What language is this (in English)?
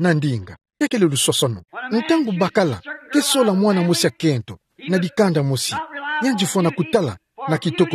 Kituba (Democratic Republic of Congo)